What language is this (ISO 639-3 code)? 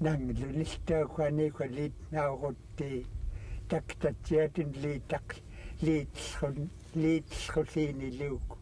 esu